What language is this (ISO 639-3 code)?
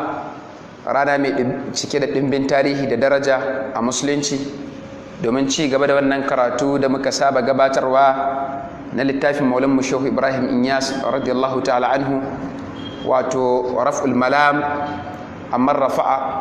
hau